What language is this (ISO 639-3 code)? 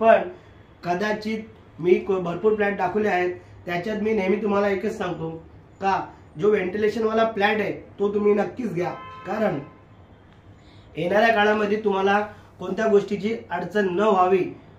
mar